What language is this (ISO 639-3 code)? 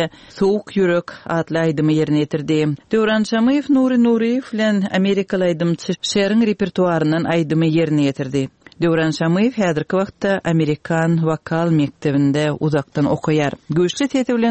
tuk